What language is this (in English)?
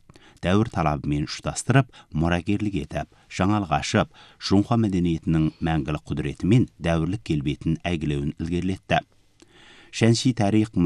Kazakh